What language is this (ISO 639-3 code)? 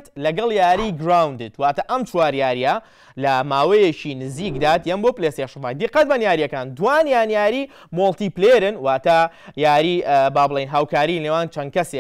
ckb